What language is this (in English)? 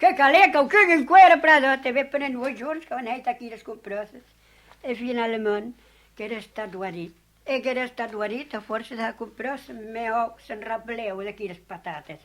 Occitan